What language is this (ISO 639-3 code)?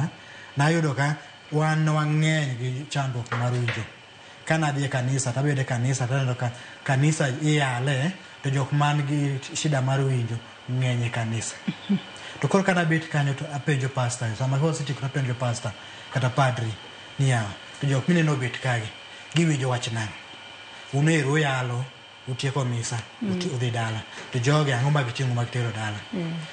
luo